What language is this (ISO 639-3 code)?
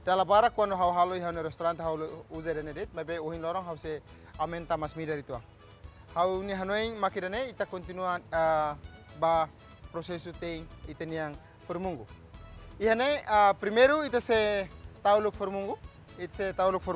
tet